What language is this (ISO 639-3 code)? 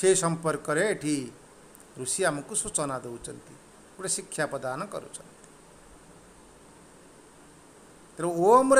ori